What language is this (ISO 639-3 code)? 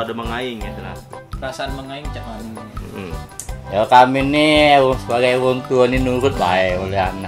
mui